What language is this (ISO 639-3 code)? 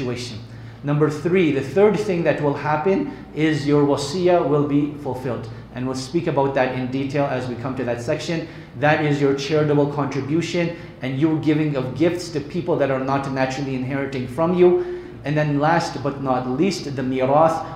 eng